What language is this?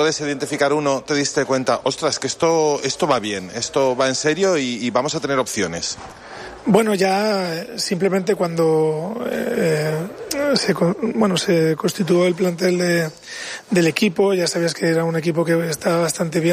Spanish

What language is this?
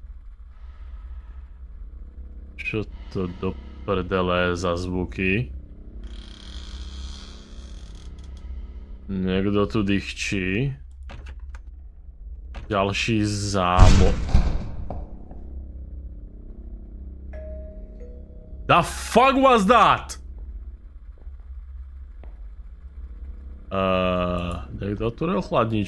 Slovak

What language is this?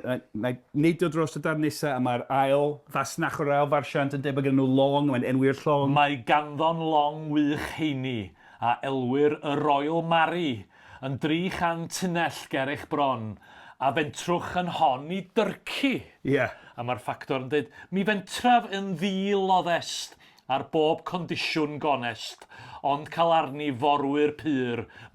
Welsh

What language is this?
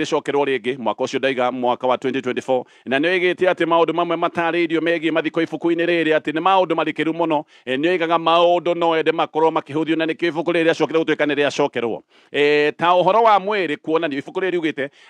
Kikuyu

